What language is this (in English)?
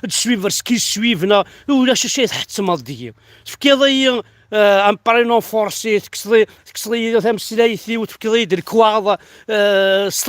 Kabyle